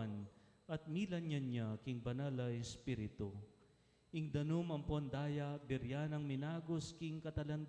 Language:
Pampanga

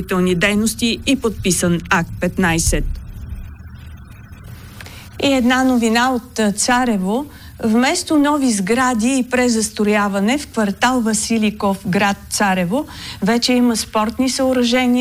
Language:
Bulgarian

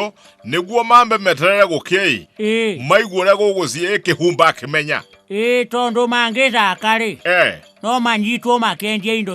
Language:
Kikuyu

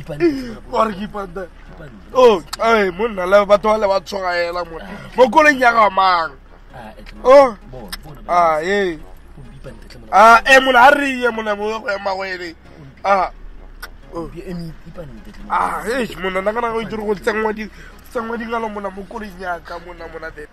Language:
Tswana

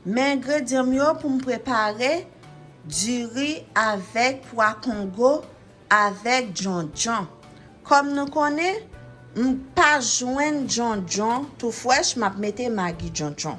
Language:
Haitian Creole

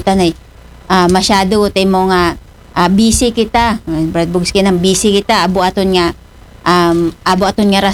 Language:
Aklanon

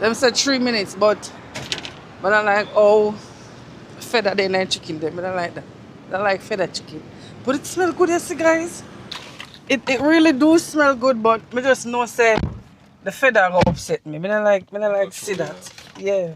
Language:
Jamaican Creole English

